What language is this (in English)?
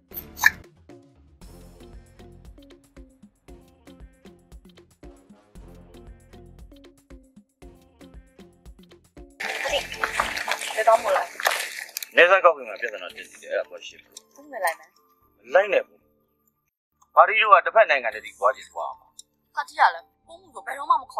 Burmese